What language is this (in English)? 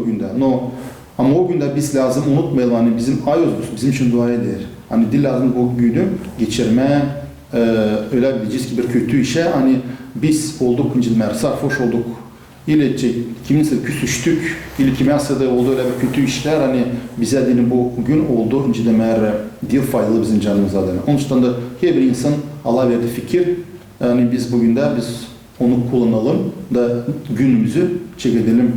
Gagauz